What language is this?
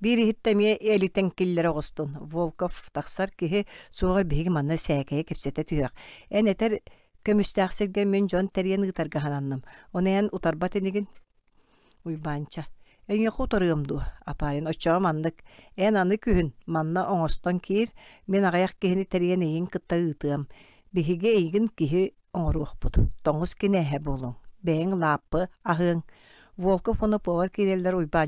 Yakut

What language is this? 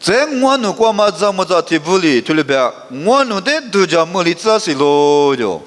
Lisu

